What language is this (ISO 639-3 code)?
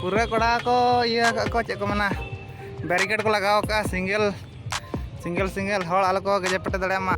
sat